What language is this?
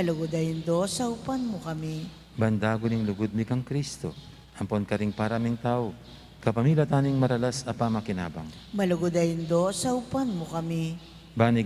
Pampanga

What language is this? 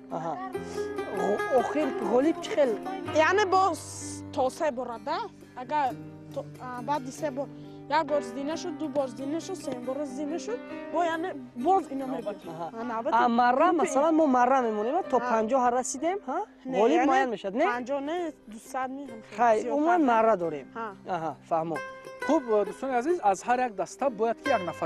Tajik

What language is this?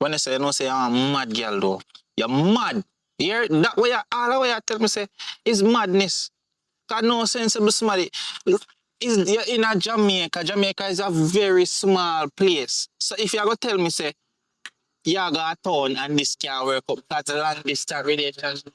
Jamaican Creole English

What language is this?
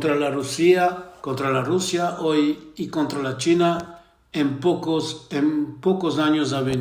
Ladino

